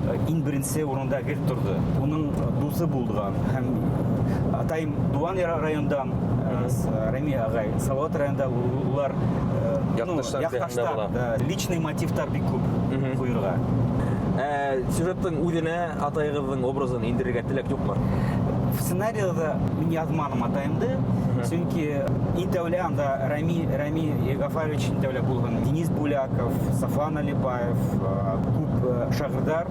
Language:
Bashkir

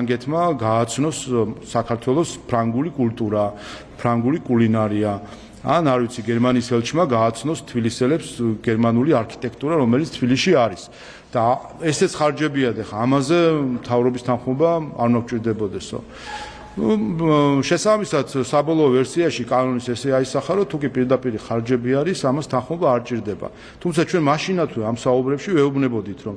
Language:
Georgian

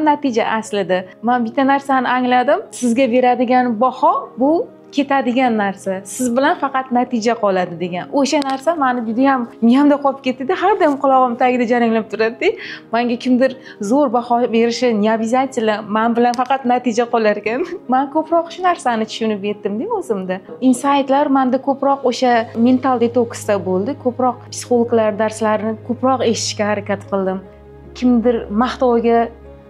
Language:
Uzbek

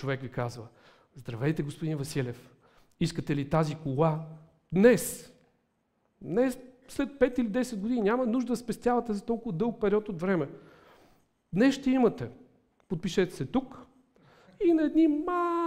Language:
Bulgarian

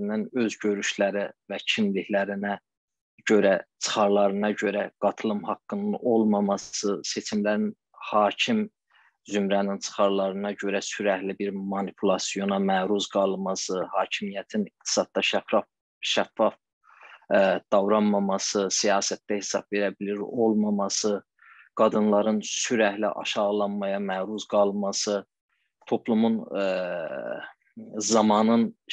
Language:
South Azerbaijani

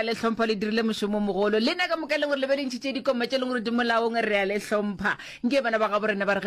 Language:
Northern Sotho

